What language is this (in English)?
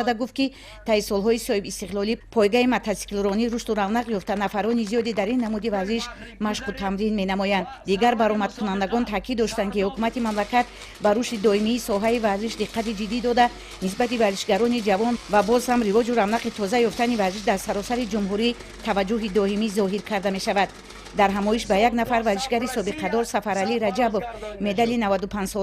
Tajik